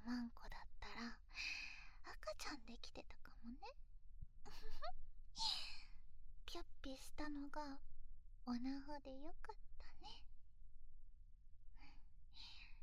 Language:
Japanese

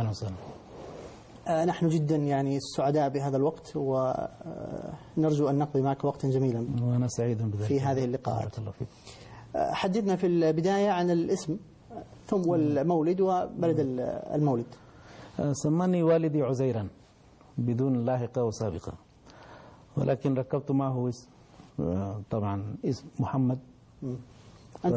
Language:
Arabic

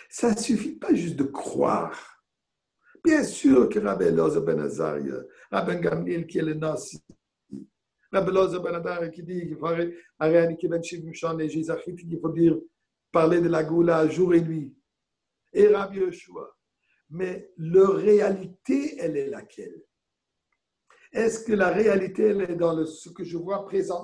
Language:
French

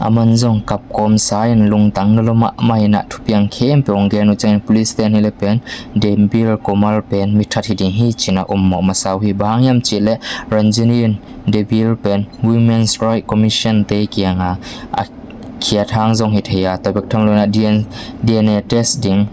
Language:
Tedim Chin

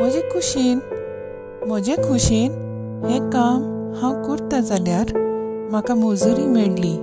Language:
Konkani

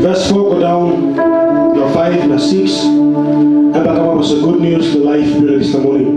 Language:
Tok Pisin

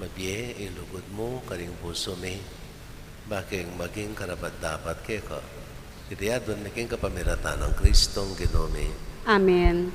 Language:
Pampanga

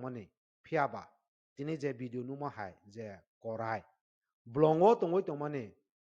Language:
Kok Borok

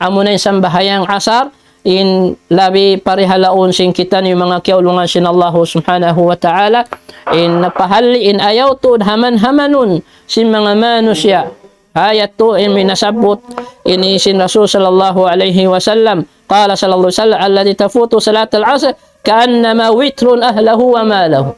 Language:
Tausug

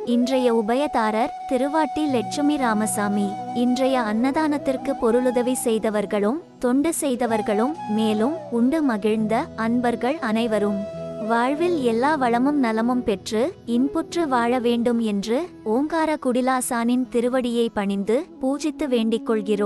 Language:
Tamil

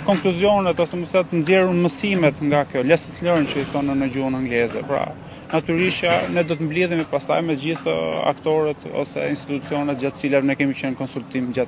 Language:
Albanian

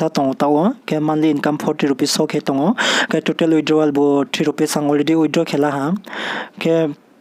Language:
Riang (India)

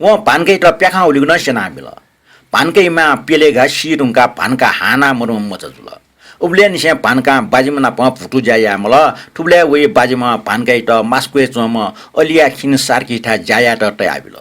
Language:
Newari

